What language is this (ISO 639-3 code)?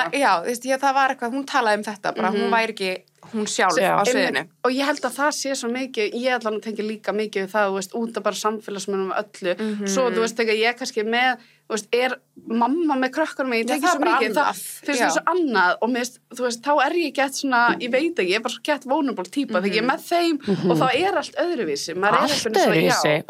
isl